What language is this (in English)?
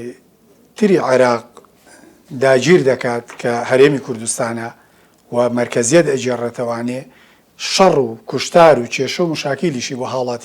Central Kurdish